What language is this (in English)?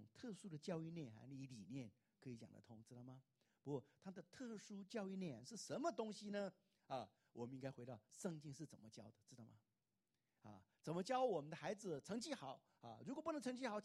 Chinese